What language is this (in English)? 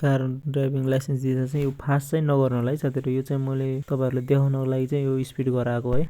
Nepali